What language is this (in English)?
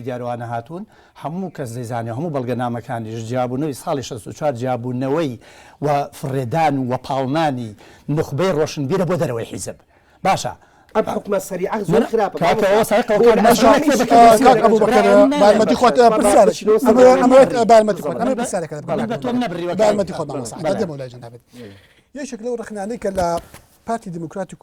Central Kurdish